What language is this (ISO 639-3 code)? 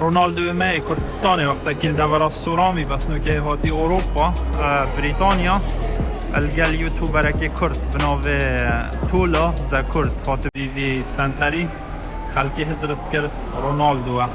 kur